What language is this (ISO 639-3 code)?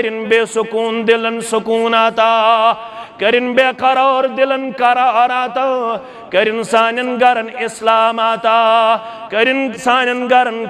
kas